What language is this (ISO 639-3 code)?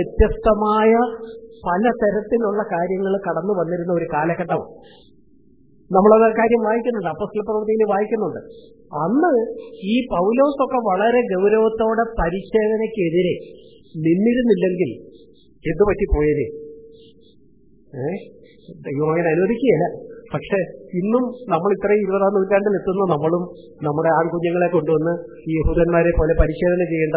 mal